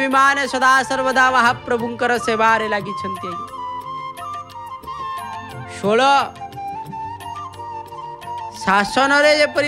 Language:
Odia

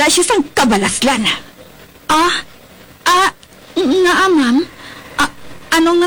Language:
Hiligaynon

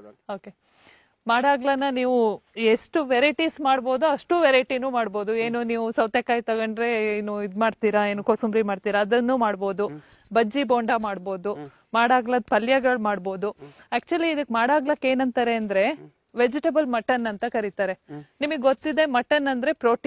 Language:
Kannada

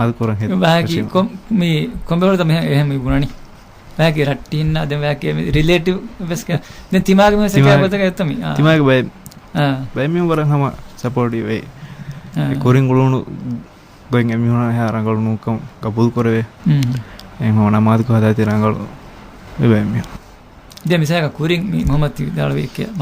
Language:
Divehi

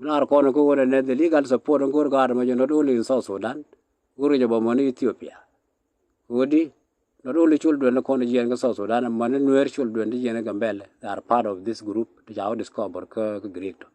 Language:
Nuer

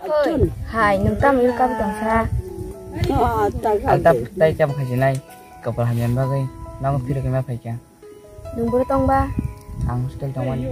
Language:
Kok Borok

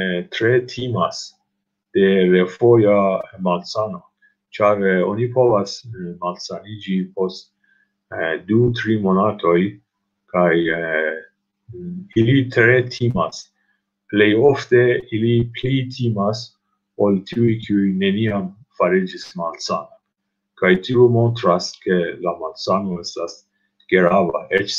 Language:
Esperanto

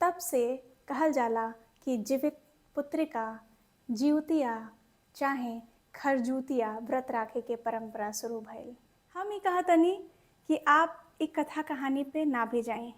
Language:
Bhojpuri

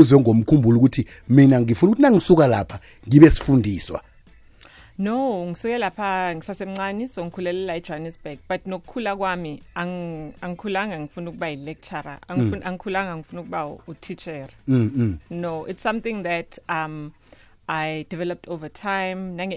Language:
South Ndebele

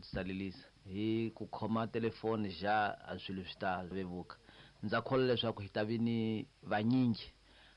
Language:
Tsonga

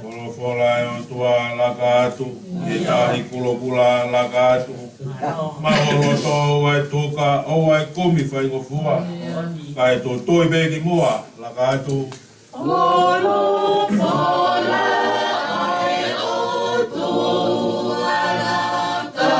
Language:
Tongan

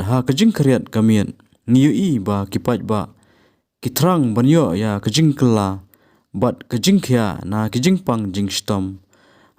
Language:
Khasi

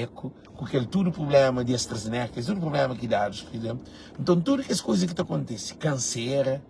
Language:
Kabuverdianu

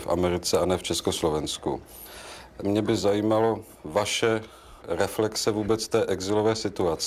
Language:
Czech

